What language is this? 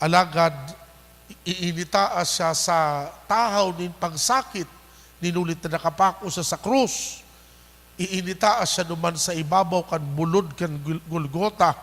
Bikol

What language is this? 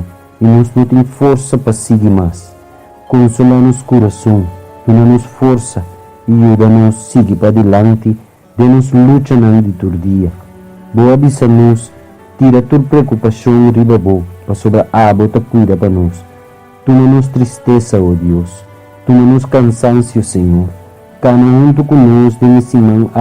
Papiamento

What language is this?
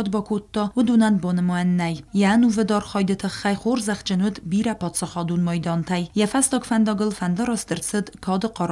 Ossetic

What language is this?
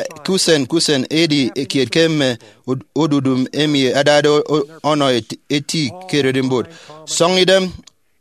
Efik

